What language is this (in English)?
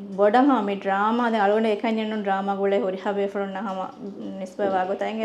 Divehi